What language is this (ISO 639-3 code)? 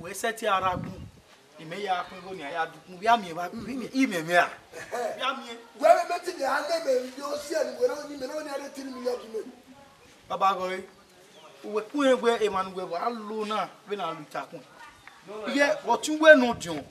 bin